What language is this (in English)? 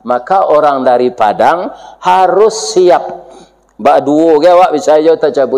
Minangkabau